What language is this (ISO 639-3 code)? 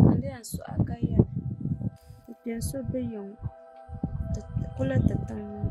dag